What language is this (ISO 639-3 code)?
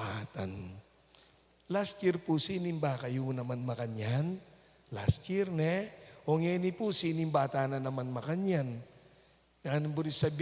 pam